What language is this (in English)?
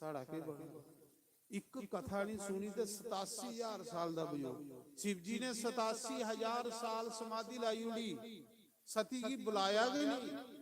Dogri